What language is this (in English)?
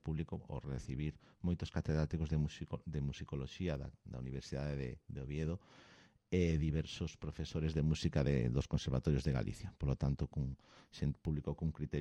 Galician